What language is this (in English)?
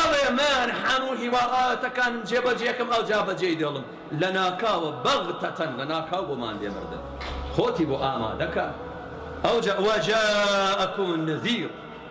Central Kurdish